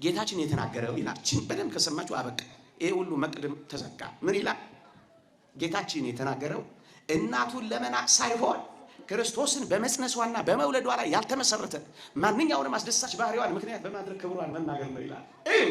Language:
Amharic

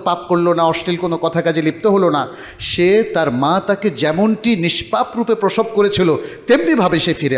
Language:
Bangla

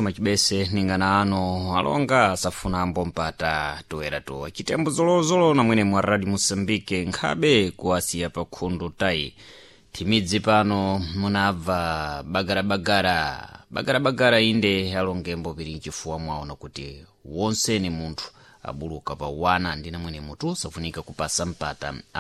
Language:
Sena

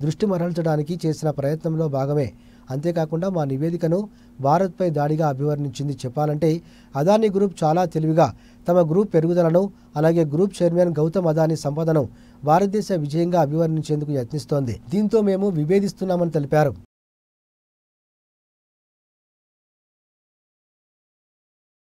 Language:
Telugu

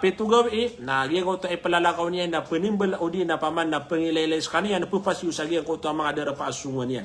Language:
Maranao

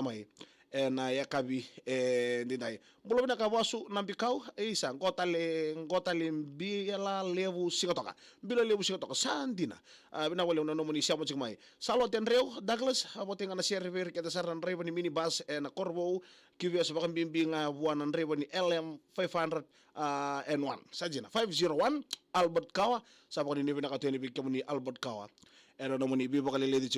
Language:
Fijian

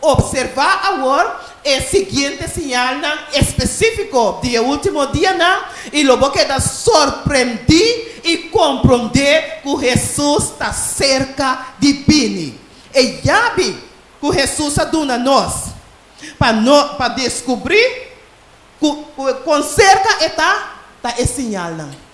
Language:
Papiamento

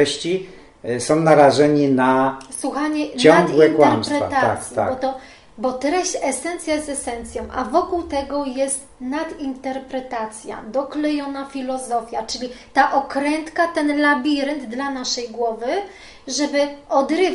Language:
Polish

